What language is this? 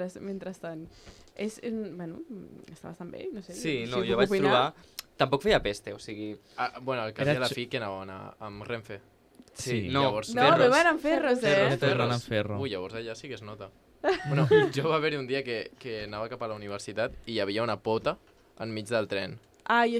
Catalan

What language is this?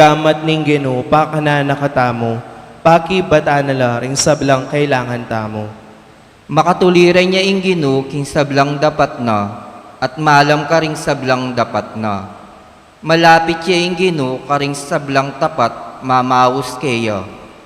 Pampanga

